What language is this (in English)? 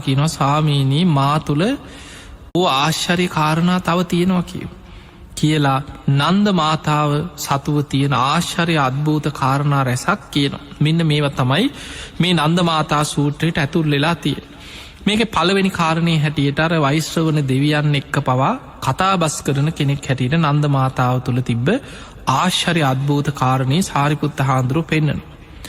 Sinhala